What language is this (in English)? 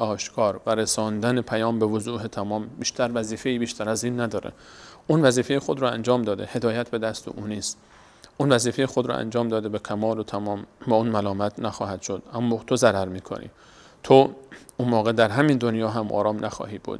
Persian